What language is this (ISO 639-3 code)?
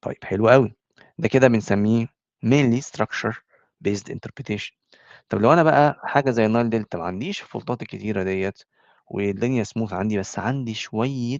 arz